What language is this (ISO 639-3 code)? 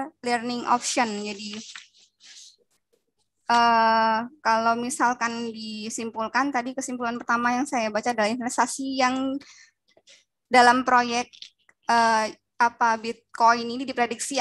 ind